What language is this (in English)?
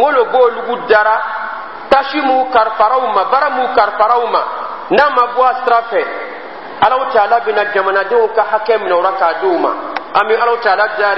Dyula